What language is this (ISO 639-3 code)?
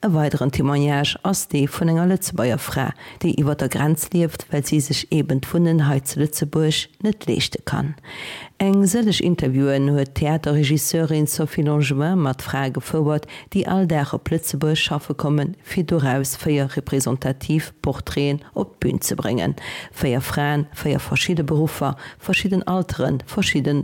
ltz